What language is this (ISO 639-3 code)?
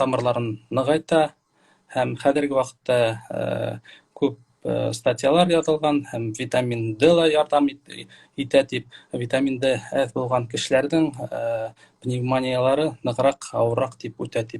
bak